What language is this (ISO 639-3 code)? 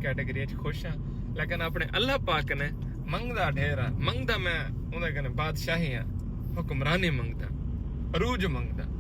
skr